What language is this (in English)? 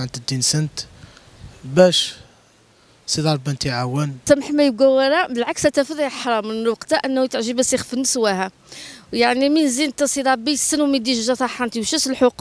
Riffian